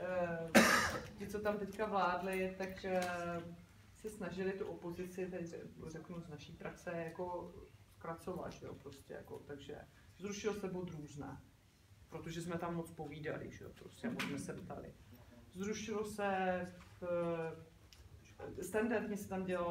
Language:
Czech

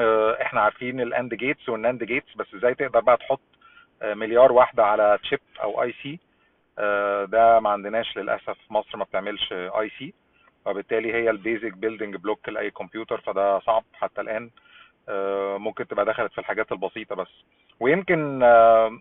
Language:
Egyptian Arabic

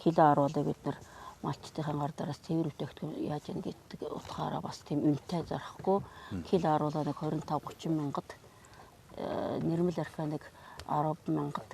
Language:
Mongolian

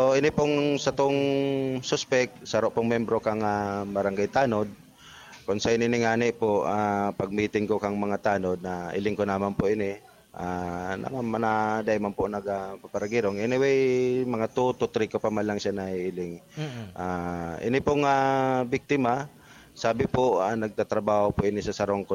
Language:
Bikol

